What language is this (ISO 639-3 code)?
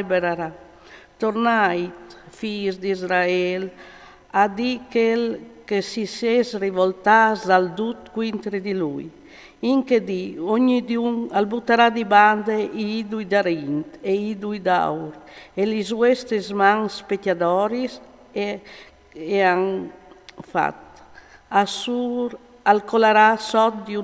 fur